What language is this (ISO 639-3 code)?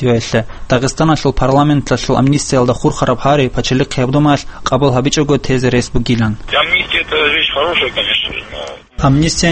ava